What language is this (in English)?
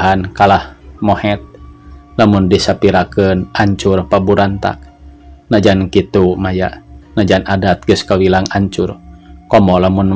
Sundanese